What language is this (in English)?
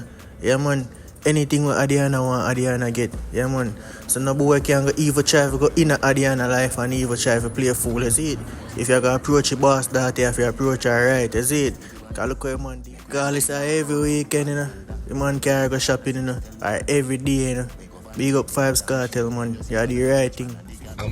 Jamaican Creole English